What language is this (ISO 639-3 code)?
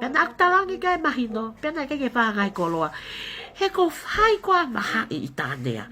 ton